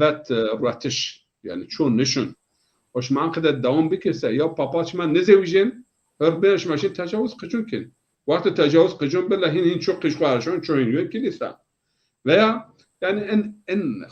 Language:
Zaza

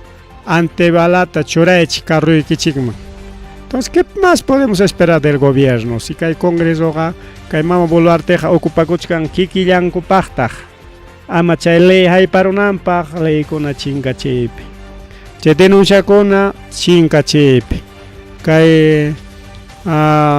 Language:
Ayacucho Quechua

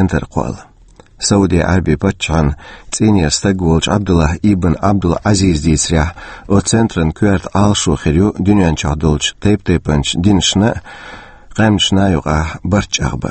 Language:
Chechen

